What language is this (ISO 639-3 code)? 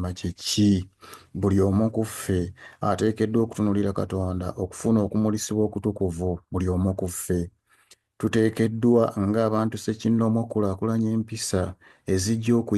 lug